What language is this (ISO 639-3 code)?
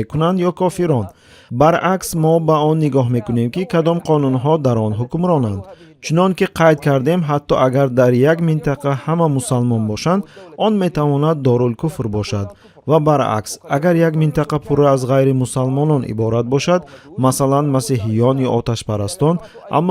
tgk